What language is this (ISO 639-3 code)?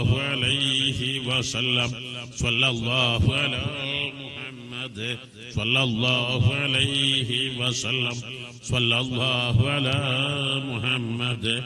mal